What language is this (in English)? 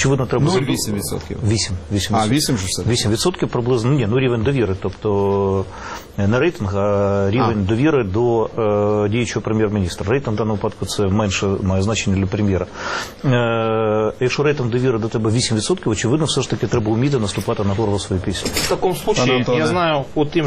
Ukrainian